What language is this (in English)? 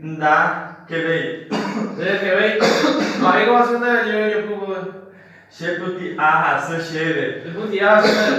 Guarani